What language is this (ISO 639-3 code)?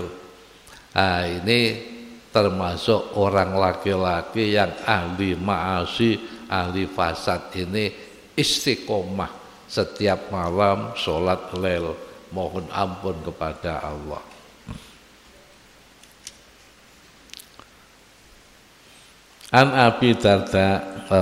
ind